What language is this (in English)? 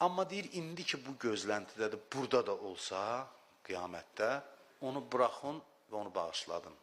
Azerbaijani